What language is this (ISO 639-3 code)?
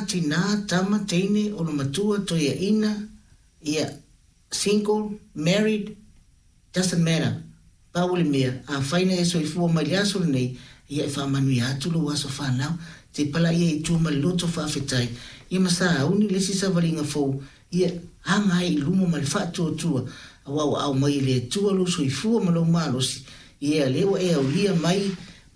smo